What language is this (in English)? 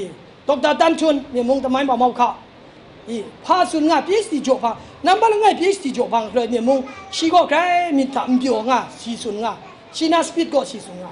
Kachin